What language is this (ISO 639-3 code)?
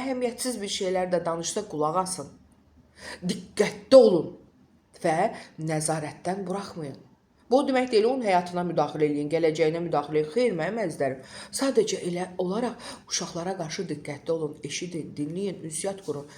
aze